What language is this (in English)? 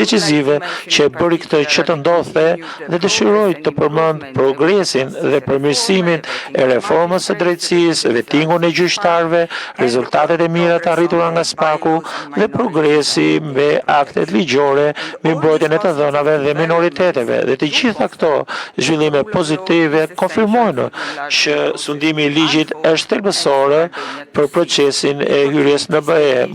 Albanian